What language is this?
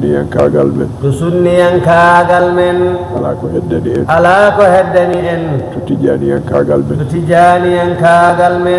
Fula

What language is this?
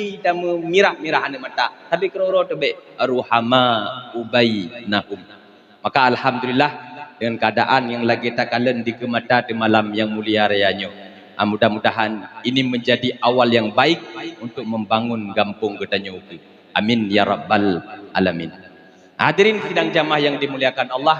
Achinese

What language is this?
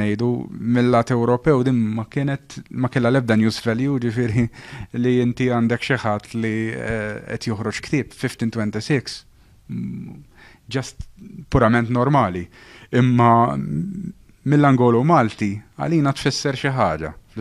Maltese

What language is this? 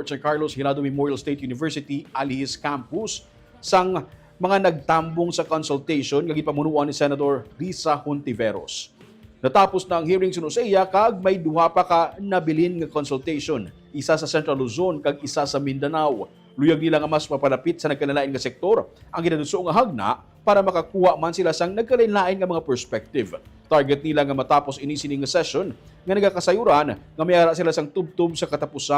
Hiligaynon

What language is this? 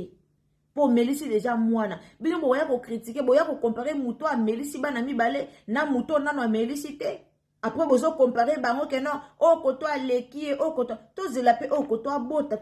Lingala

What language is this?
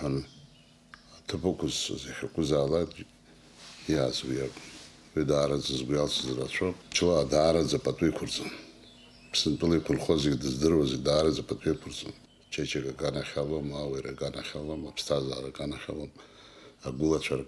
Abkhazian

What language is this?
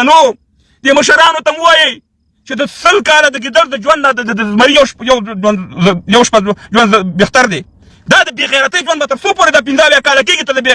Pashto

